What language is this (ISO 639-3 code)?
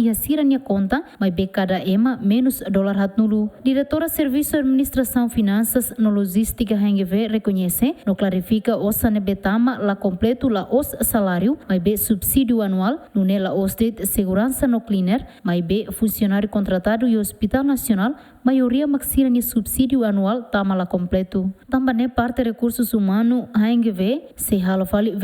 tet